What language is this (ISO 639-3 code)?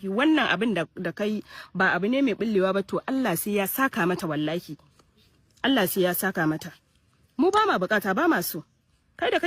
hau